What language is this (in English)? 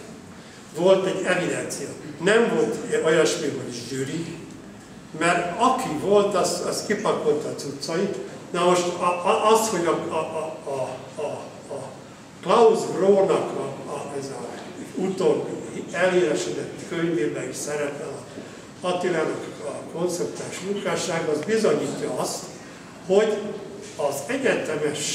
Hungarian